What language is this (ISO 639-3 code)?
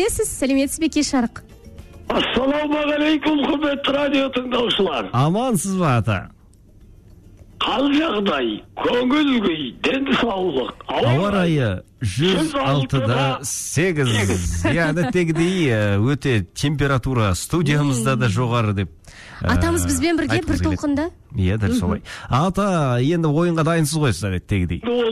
kaz